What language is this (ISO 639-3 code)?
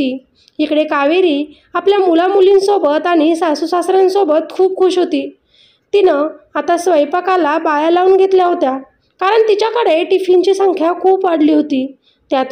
mar